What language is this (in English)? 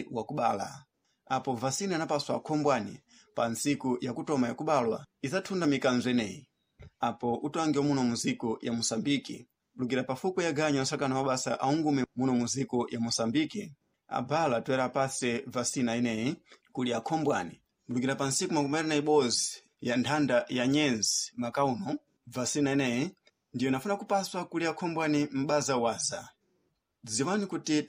Sena